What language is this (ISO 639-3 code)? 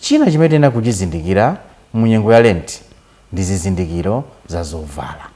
nya